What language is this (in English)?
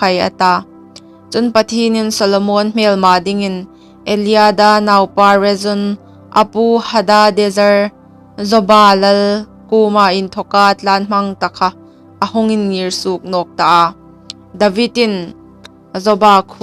Hmar